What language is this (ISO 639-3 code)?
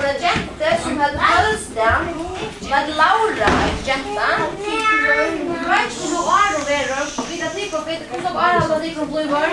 fao